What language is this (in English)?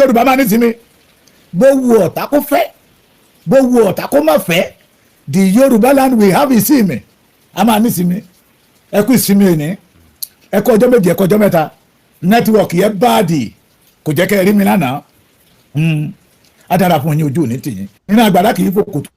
Yoruba